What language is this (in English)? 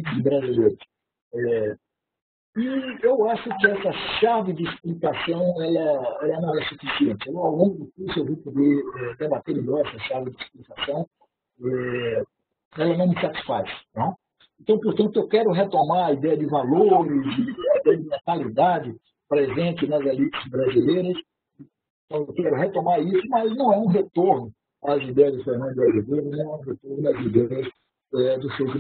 Portuguese